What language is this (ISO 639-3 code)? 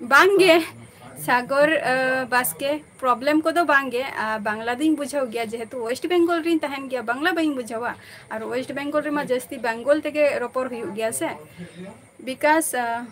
sat